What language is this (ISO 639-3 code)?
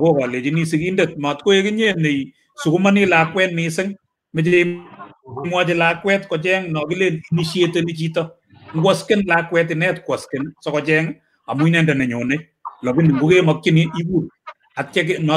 kln